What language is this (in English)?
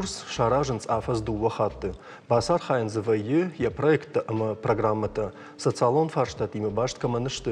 Ossetic